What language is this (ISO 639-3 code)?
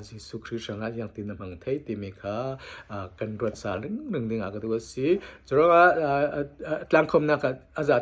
cfm